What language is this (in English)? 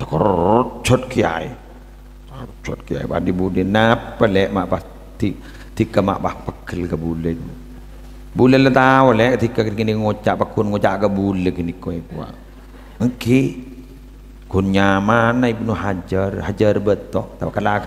Madurese